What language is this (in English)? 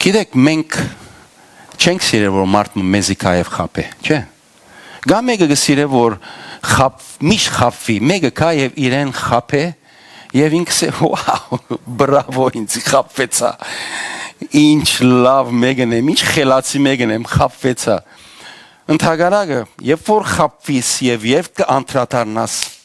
Western Armenian